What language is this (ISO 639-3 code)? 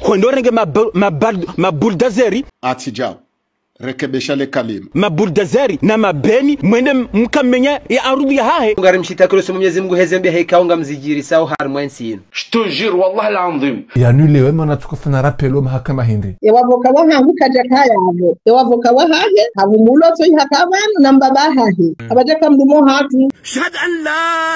zdj